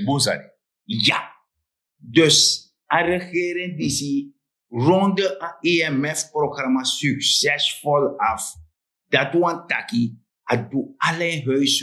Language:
Sranan Tongo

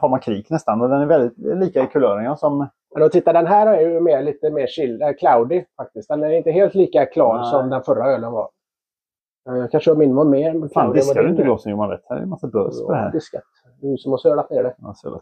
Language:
Swedish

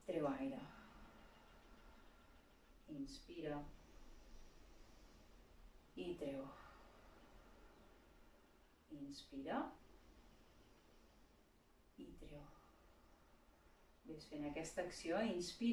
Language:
Catalan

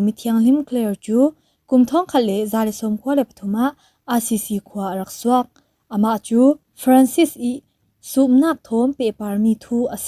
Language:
Falam Chin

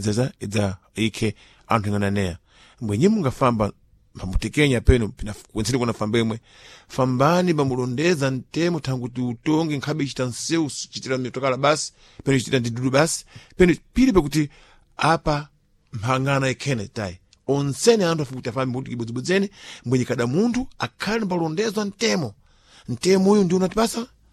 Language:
Sena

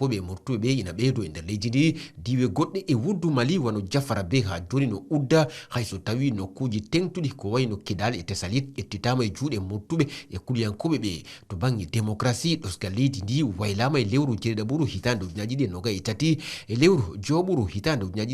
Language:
Fula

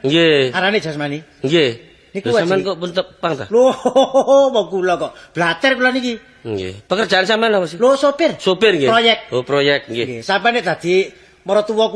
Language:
Javanese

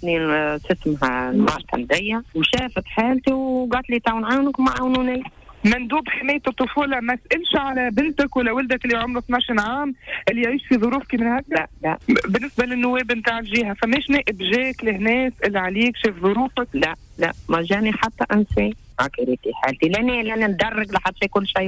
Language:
Tunisian Arabic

